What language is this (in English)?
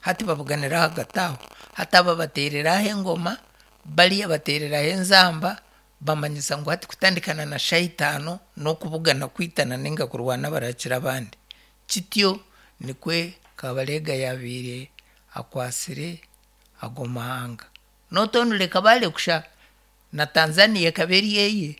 Nyankole